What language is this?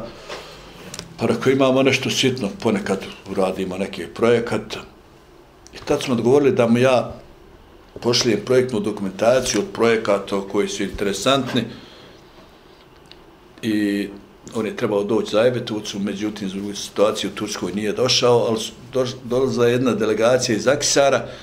Bosnian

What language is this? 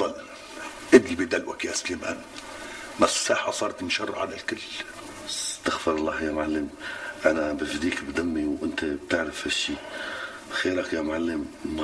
North Levantine Arabic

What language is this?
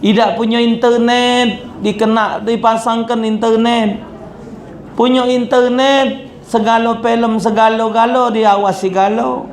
Musi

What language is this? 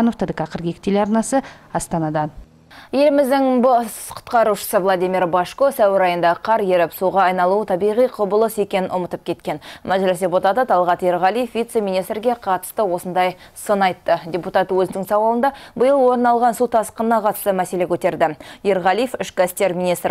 Kazakh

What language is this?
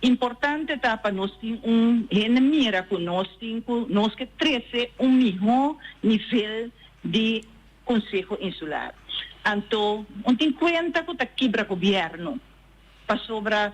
Papiamento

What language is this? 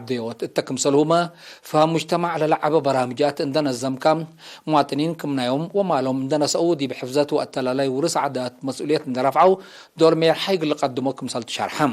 Tigre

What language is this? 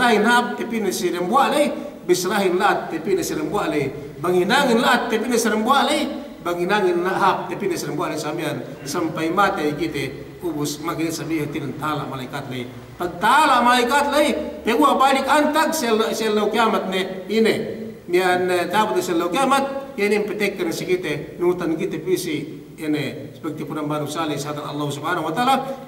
Yakan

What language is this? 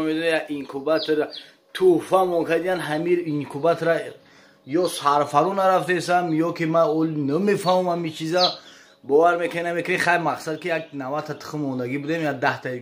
Tajik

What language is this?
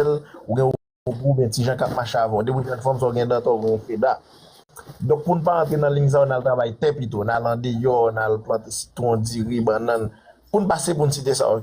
Haitian Creole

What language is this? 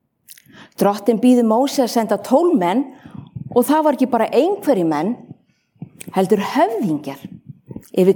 Icelandic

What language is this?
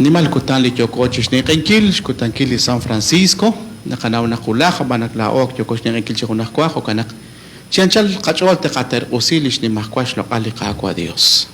Kekchí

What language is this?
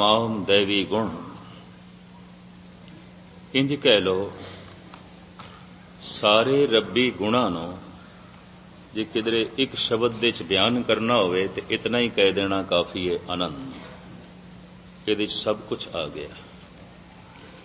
Punjabi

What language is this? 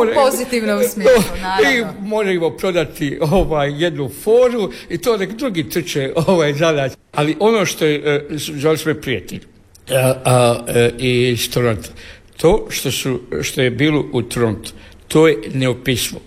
Croatian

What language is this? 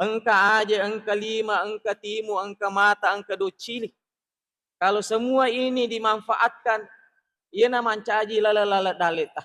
Buginese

